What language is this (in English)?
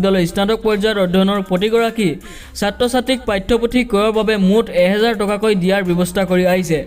Assamese